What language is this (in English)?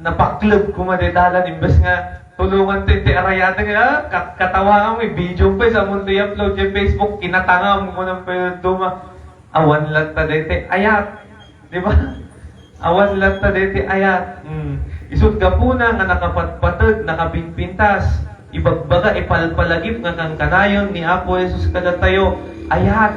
Iloko